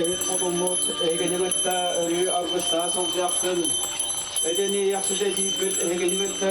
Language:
Yakut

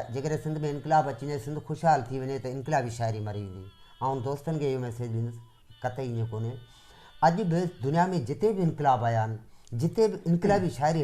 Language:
Sindhi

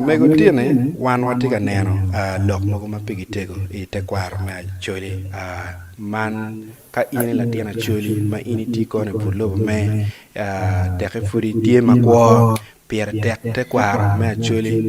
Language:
Acoli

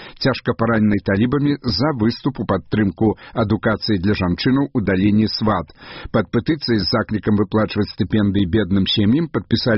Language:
Belarusian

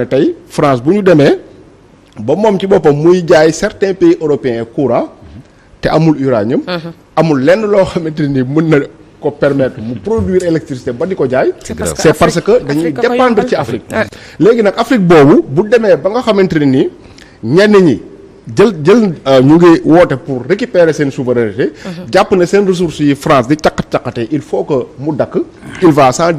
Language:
Wolof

